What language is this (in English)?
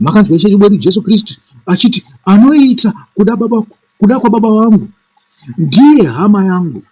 Shona